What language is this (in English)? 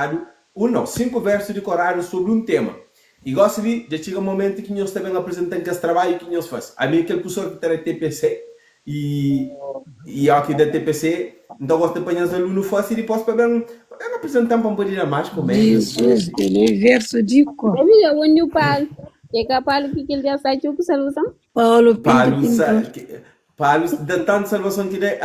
Kabuverdianu